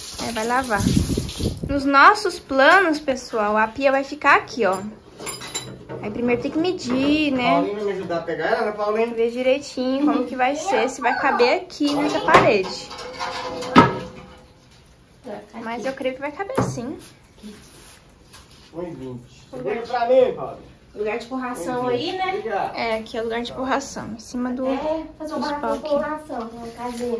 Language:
Portuguese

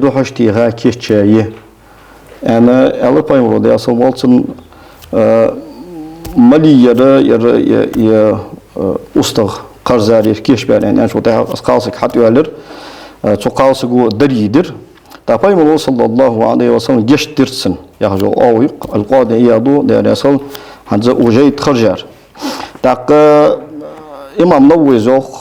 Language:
Ingush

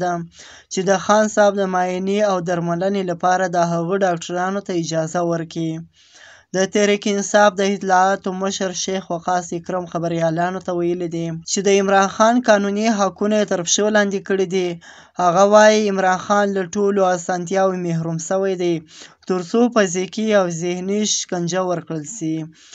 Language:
Pashto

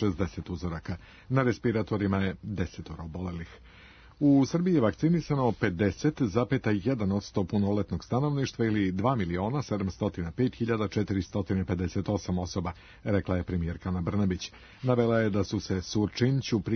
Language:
Serbian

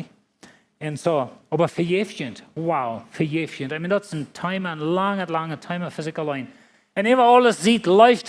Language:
Plautdietsch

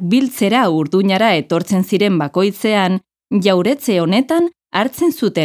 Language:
Basque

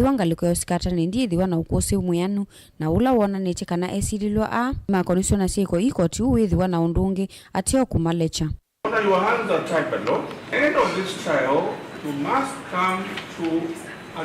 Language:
Kamba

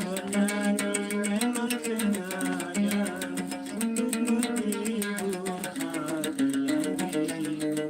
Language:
Sasak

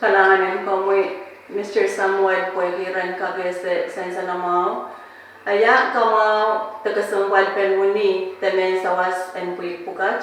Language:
Pohnpeian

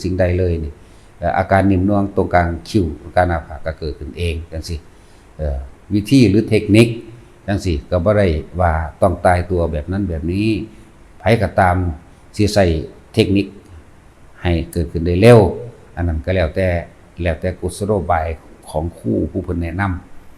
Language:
Lao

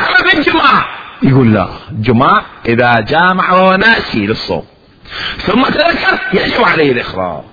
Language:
Mesopotamian Arabic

